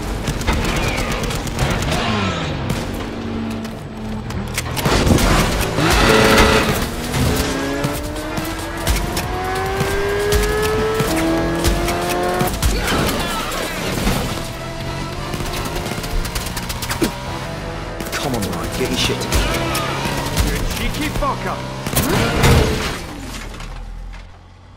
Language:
English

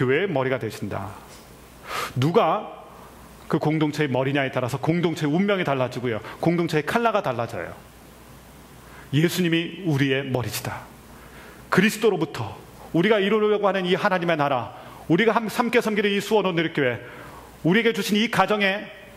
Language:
Korean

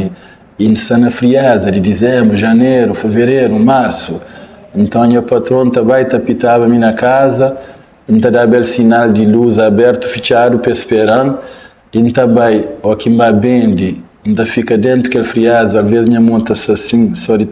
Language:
Kabuverdianu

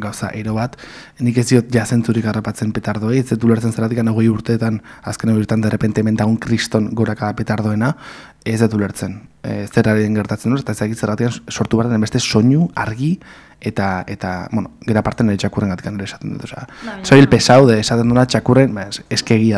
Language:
Basque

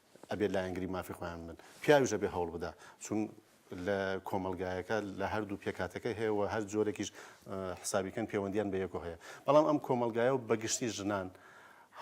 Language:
Central Kurdish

